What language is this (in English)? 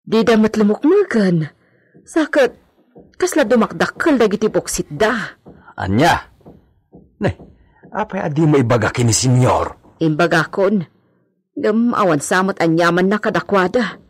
Iloko